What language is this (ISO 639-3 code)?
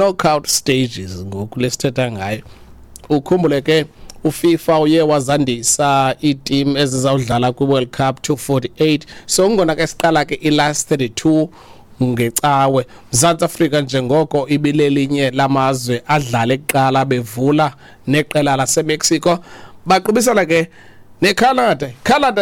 xho